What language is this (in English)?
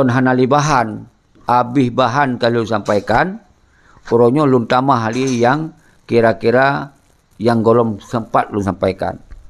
Achinese